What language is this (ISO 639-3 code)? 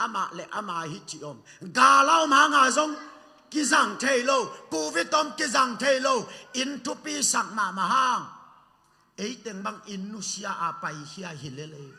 ctd